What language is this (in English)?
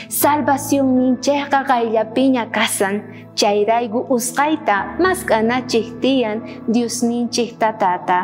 South Bolivian Quechua